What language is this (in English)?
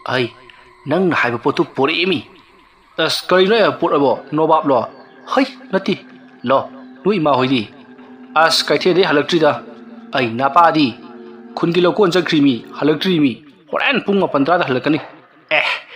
Manipuri